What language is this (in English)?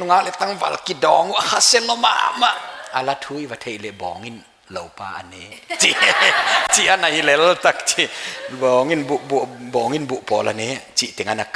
Paite Chin